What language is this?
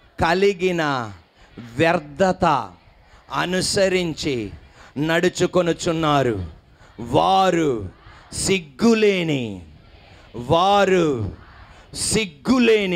Telugu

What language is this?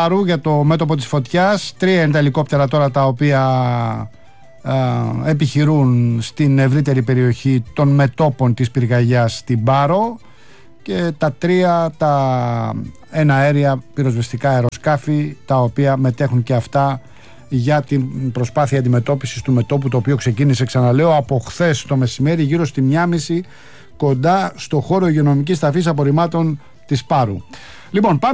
Greek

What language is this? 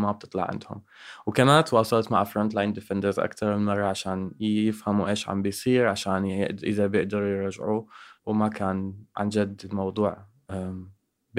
North Levantine Arabic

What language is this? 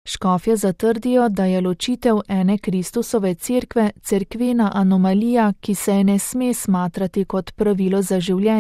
Slovenian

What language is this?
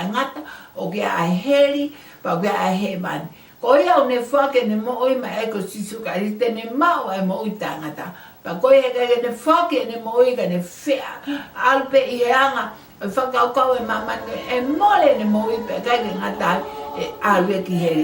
Tongan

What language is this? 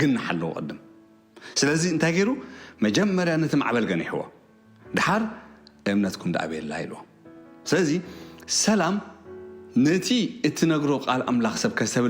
Tigrinya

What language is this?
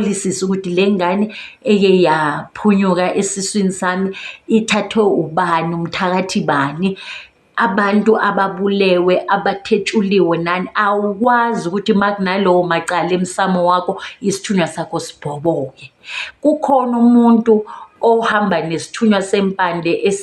Zulu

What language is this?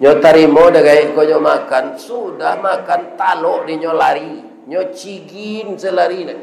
Minangkabau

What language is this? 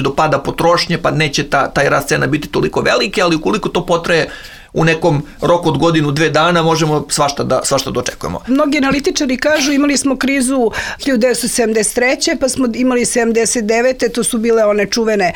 Serbian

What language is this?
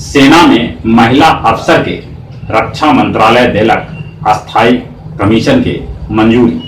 Magahi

